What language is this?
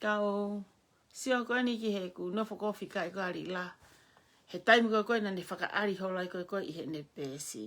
Tongan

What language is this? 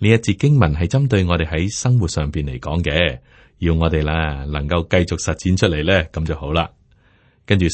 Cantonese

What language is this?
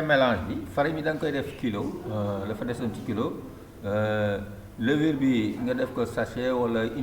Wolof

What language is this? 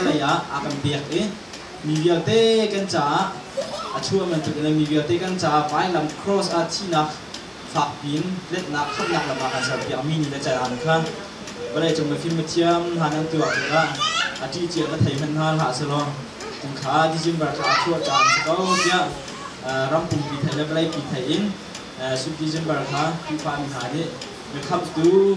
Hakha Chin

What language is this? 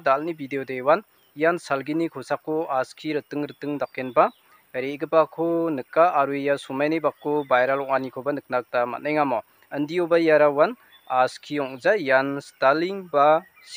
Garo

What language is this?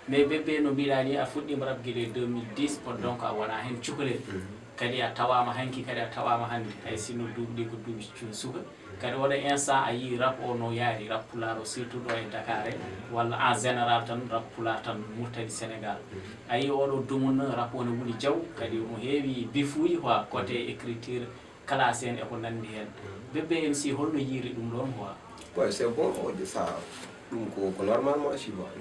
Fula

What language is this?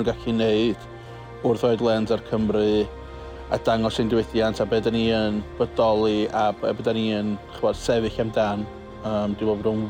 Welsh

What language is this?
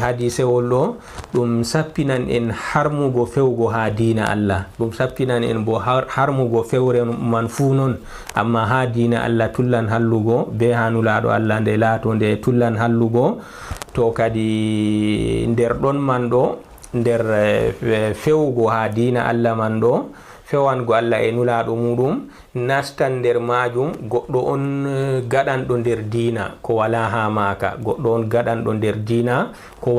Fula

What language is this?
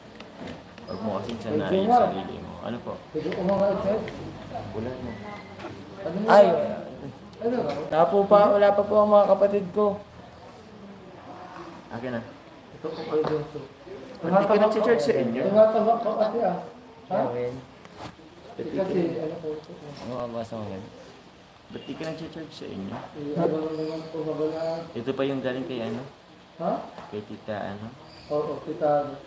Filipino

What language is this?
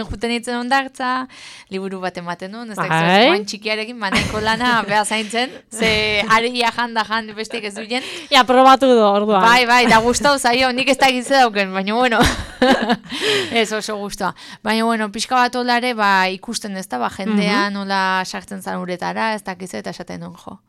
Basque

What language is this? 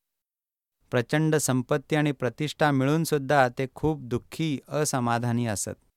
Marathi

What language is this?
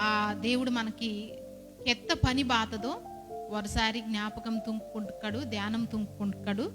Koya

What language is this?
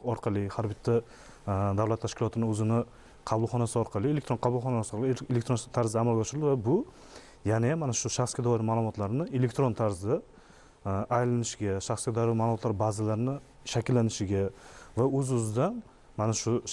Uzbek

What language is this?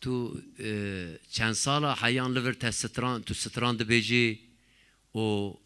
Zaza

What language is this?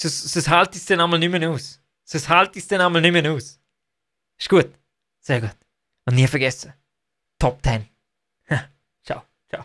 Swiss German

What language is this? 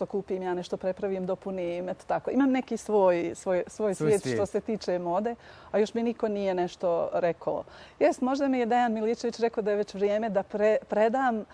Bosnian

